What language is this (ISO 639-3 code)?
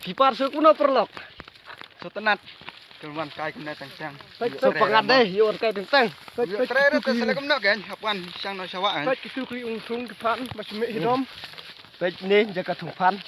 kha